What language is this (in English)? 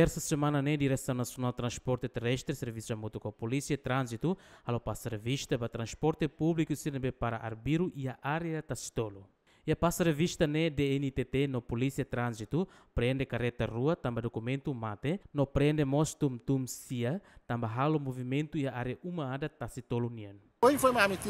Tetum